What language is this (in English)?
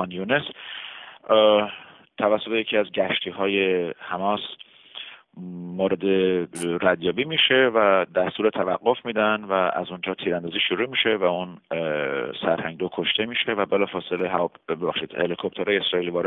Persian